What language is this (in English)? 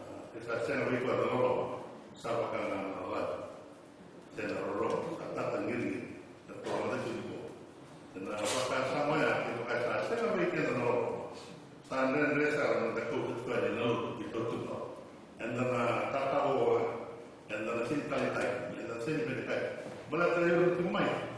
Fijian